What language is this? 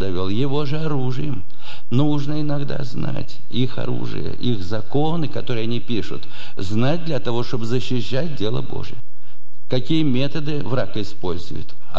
Russian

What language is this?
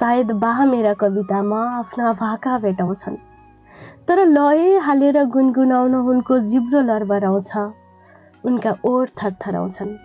Nepali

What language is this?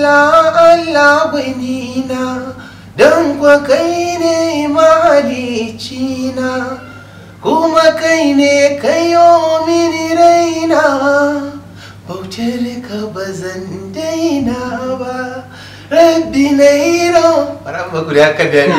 Hausa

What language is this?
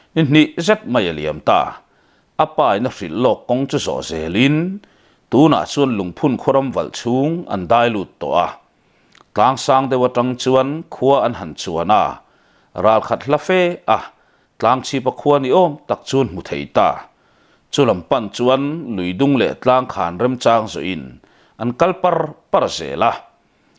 Mizo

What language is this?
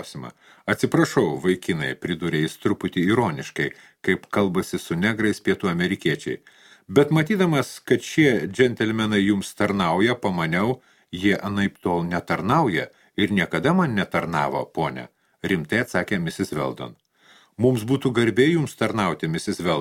Lithuanian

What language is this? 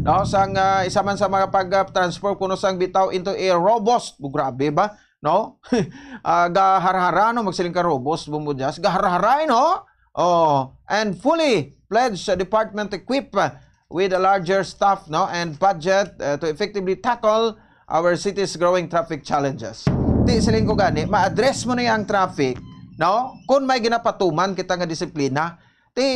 Hiligaynon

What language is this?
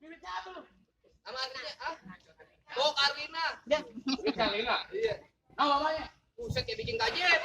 Betawi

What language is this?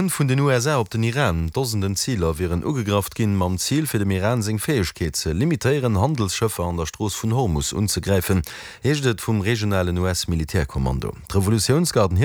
Luxembourgish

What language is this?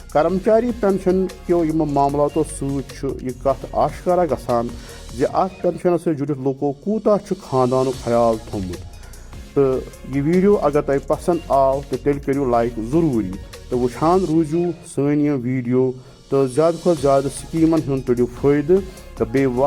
Kashmiri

